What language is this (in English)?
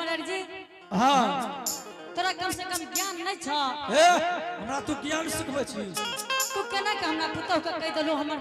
Angika